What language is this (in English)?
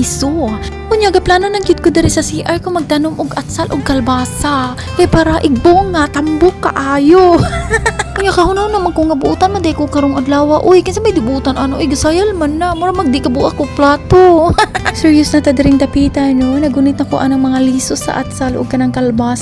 Cebuano